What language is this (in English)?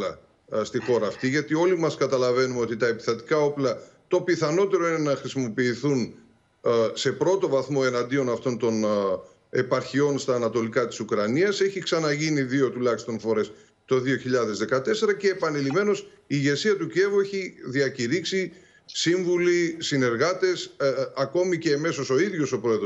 Greek